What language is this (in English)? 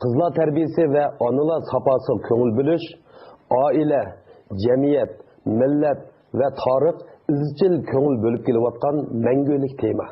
Uyghur